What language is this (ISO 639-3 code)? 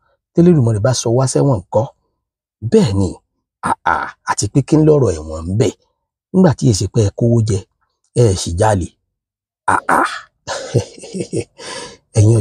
yor